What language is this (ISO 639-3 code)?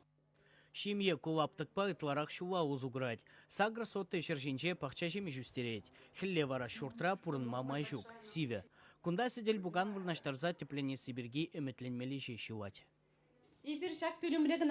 chv